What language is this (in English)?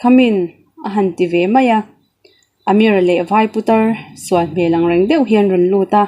Mizo